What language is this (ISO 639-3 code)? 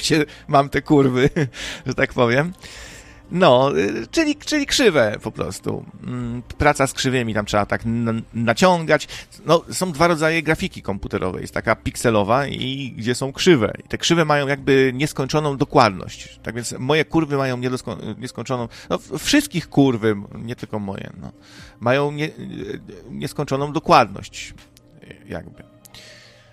pol